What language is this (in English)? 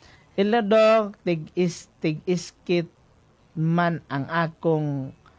Cebuano